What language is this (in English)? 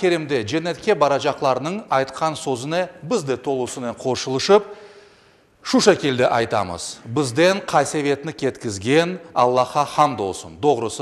Crimean Tatar